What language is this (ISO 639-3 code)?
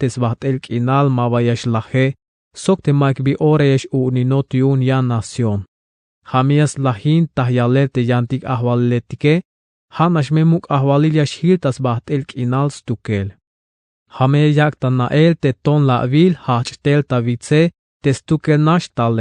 tzh